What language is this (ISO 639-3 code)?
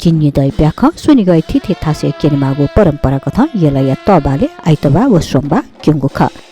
new